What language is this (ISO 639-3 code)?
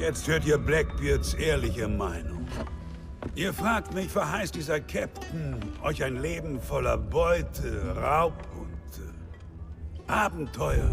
gsw